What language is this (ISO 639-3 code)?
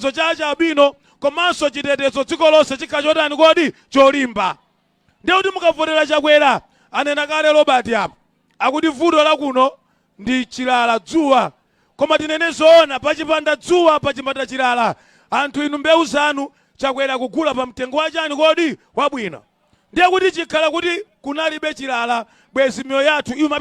nya